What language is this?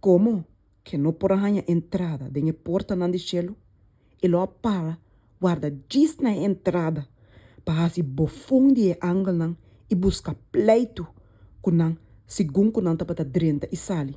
Papiamento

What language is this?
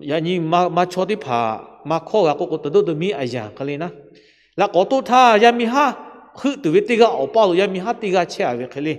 Lahu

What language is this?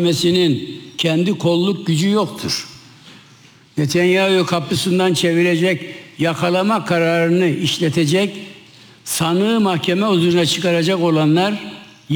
Turkish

